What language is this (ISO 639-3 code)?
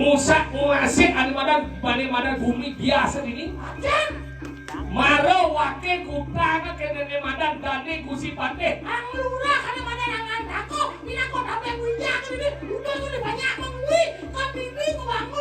ban